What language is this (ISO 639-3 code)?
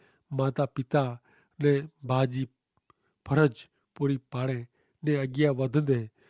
kfr